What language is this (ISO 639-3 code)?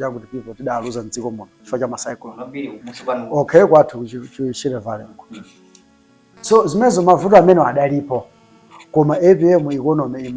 nya